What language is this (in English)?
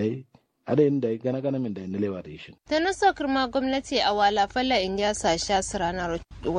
Kanuri